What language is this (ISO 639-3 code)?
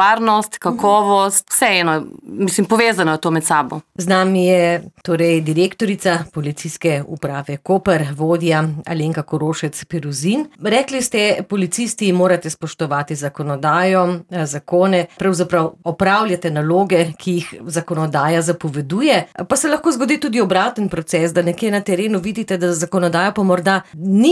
slv